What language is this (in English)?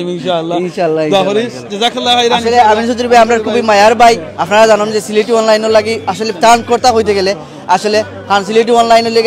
Sylheti